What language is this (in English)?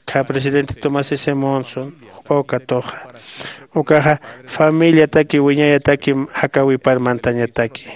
Aymara